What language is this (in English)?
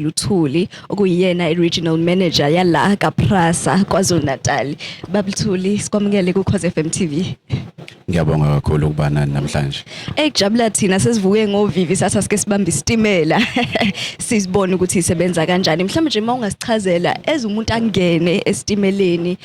Zulu